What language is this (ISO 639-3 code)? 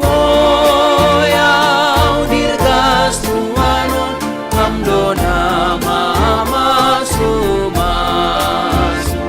bts